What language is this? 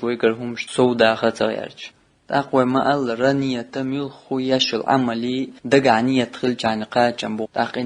Chechen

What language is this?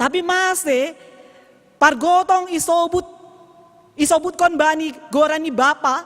Batak Simalungun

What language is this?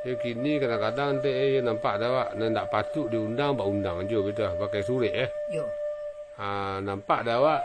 Minangkabau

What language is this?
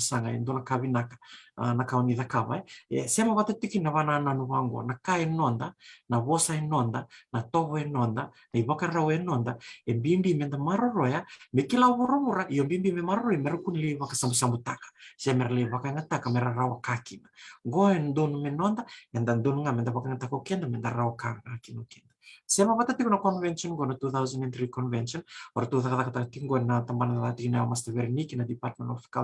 Fijian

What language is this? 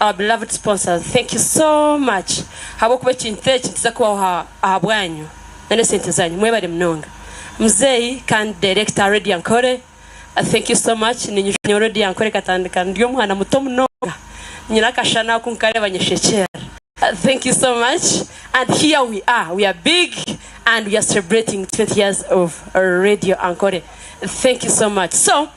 Nyankole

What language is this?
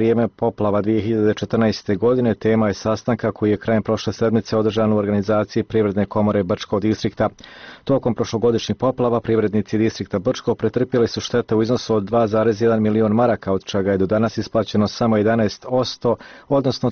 Bosnian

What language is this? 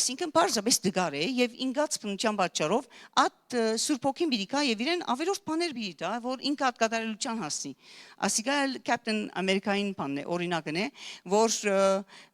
Western Armenian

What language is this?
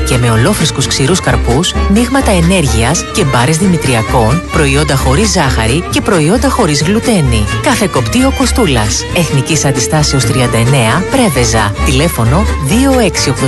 Greek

